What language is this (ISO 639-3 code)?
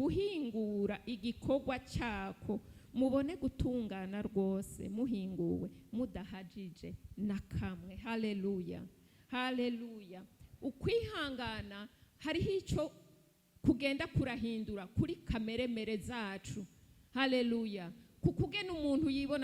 run